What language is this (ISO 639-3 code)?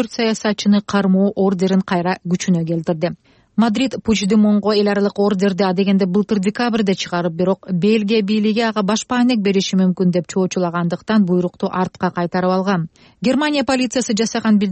kir